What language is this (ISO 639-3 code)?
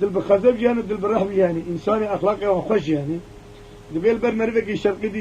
kur